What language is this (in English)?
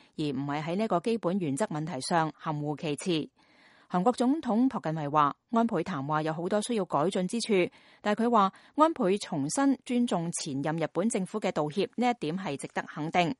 Cantonese